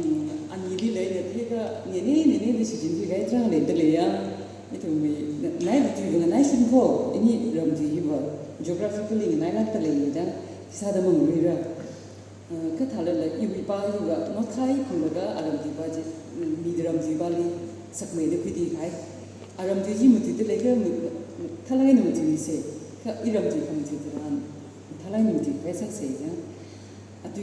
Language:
Tangkhul Naga (India)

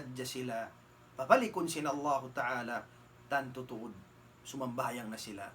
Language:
Tausug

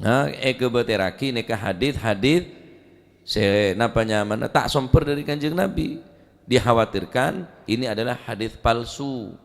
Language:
Madurese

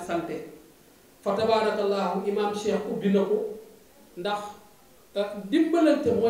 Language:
Wolof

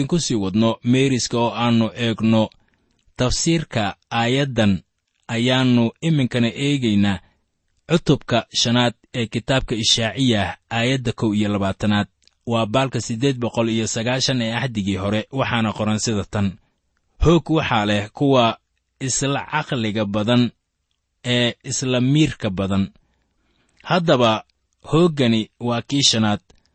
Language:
Somali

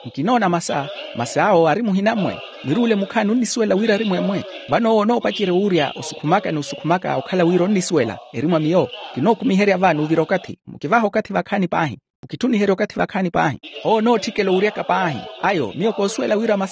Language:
Makhuwa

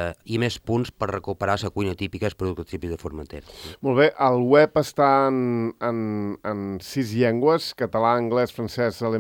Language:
Catalan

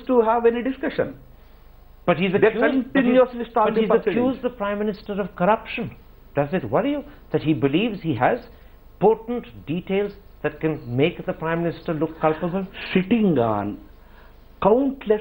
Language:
English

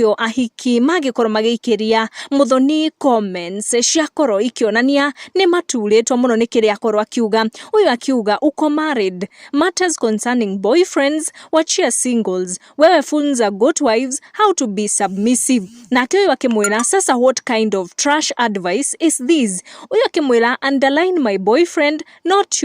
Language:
Kikuyu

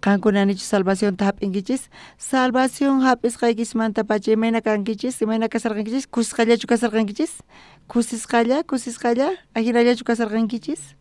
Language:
South Bolivian Quechua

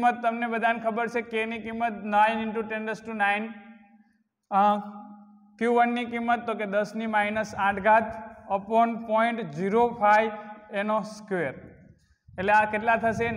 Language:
Gujarati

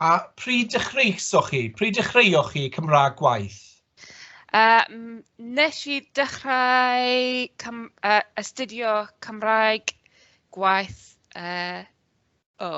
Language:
Welsh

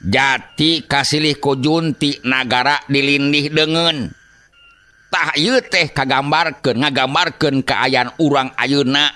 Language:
Sundanese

